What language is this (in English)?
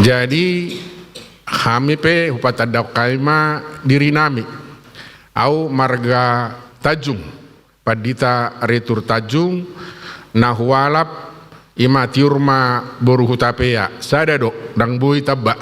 Batak Toba